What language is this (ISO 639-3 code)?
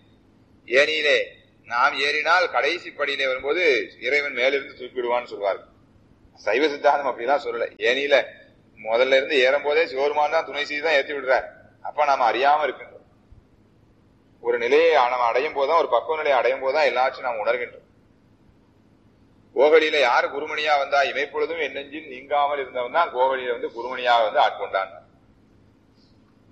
tam